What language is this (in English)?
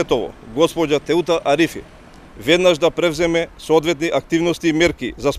Macedonian